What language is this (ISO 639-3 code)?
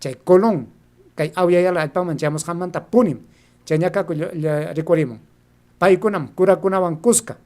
quy